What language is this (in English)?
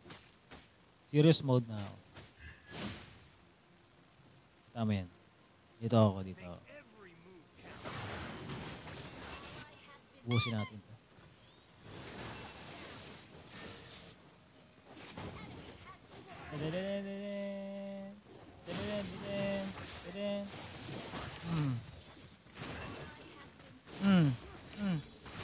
Filipino